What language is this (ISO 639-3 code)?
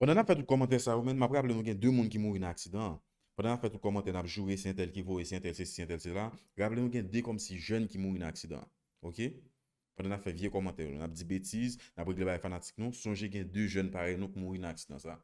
hat